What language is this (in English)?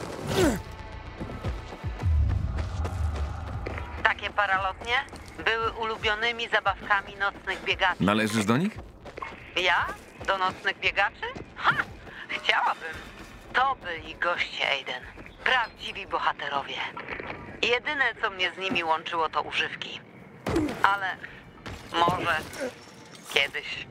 Polish